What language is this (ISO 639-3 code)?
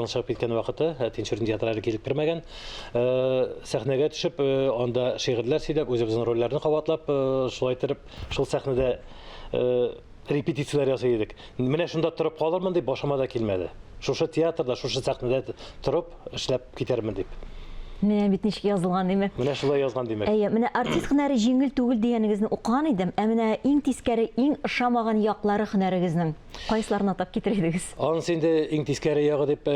tat